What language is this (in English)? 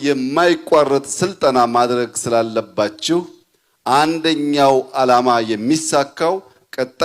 Amharic